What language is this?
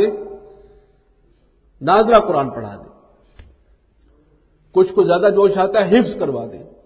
Urdu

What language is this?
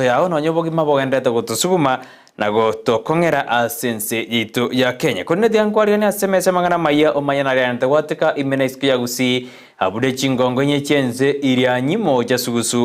Gusii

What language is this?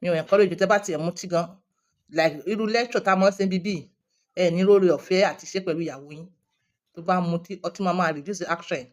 Yoruba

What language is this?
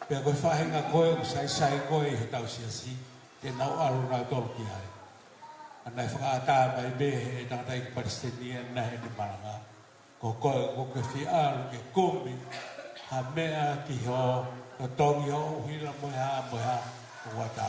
Tongan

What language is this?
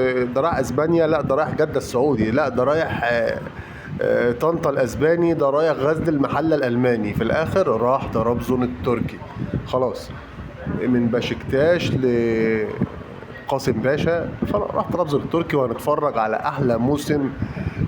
Egyptian Arabic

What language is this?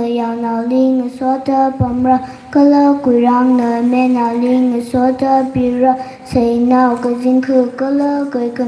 Tangkhul Naga (India)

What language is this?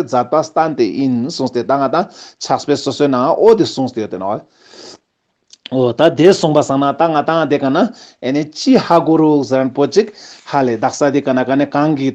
Ladakhi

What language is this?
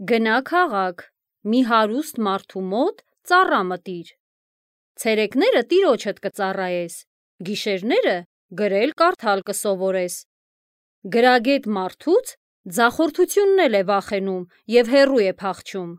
Armenian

